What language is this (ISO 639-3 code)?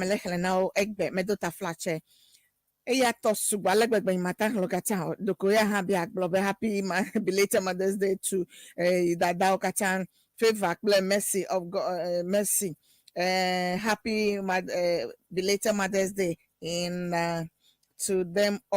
ewe